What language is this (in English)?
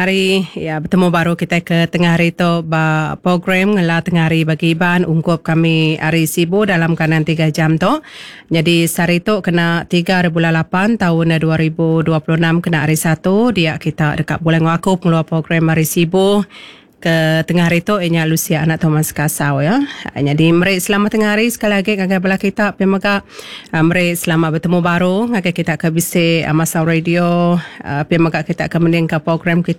Iban